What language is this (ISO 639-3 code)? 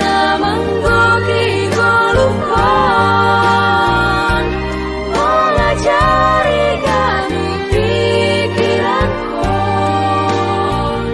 bts